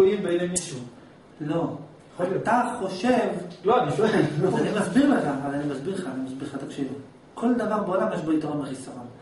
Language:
Hebrew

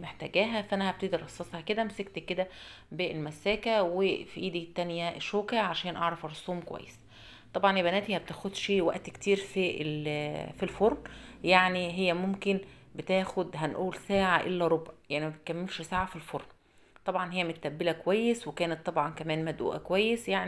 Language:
Egyptian Arabic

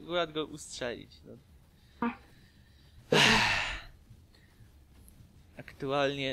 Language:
Polish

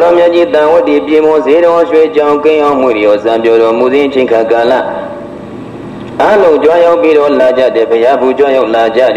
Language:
Burmese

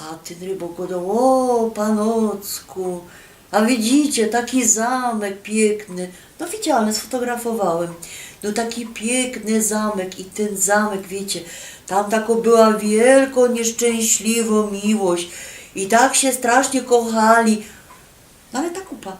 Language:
Silesian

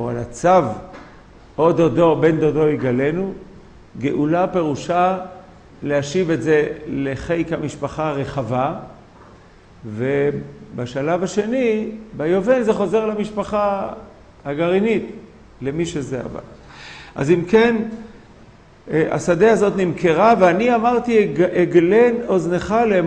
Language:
Hebrew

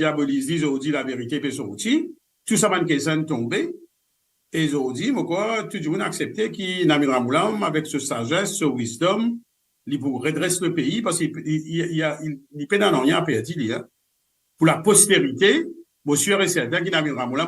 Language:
Morisyen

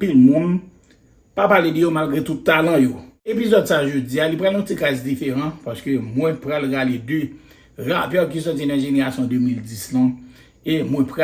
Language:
Haitian Creole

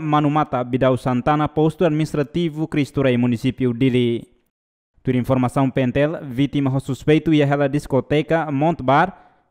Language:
Tetum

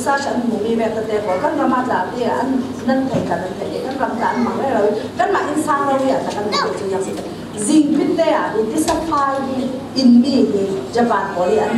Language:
Falam Chin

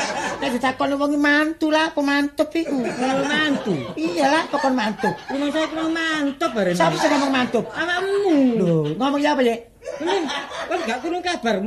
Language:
Javanese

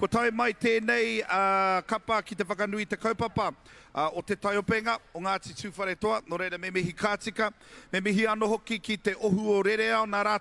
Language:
Māori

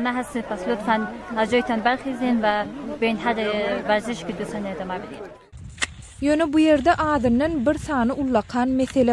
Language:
Turkmen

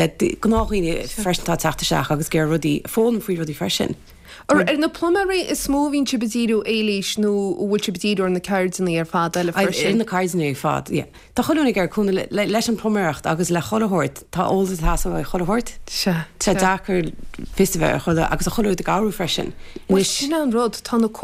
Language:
Irish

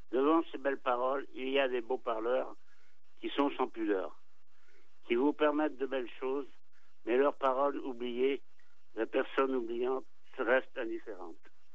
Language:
French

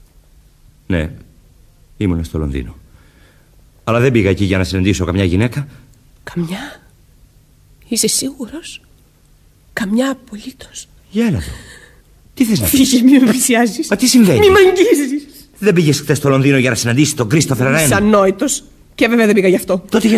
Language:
Greek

